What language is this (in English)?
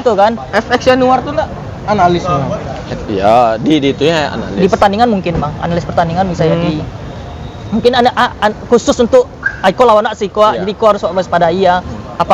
Minangkabau